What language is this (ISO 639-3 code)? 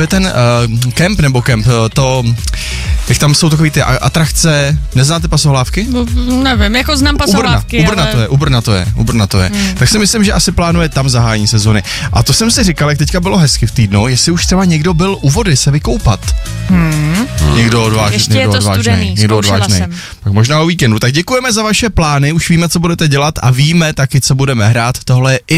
ces